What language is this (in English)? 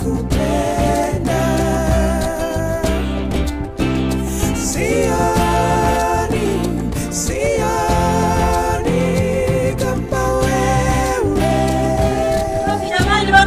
Swahili